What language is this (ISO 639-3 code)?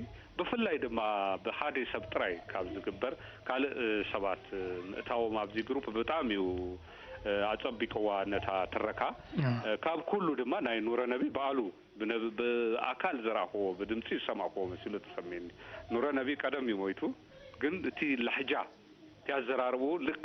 tir